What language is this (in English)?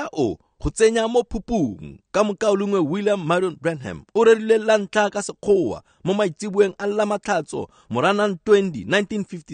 Tswana